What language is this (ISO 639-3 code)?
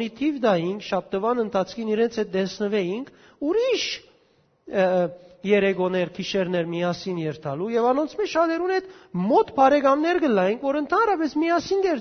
hyw